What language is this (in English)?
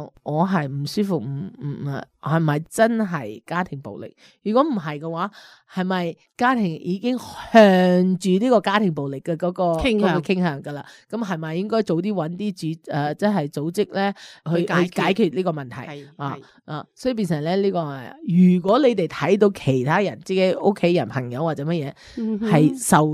Cantonese